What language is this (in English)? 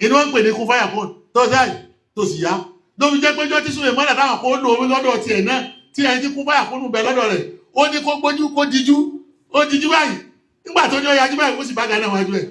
Yoruba